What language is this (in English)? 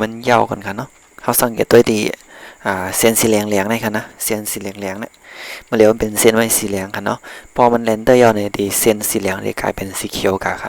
Shan